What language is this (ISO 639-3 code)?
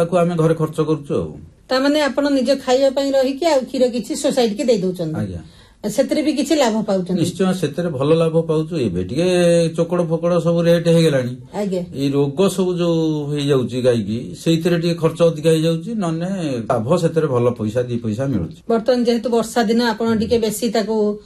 ori